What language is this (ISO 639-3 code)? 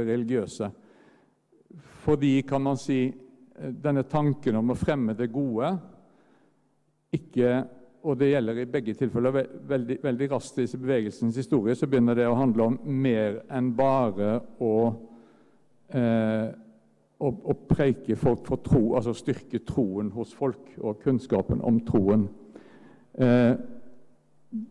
nor